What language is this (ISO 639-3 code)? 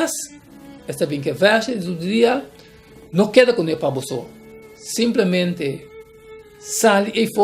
pap